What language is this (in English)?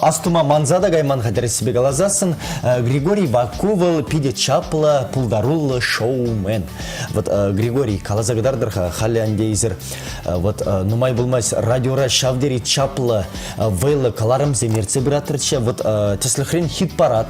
Chuvash